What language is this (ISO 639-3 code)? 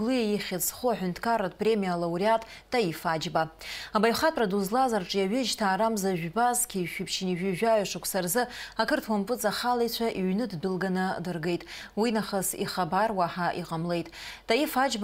abk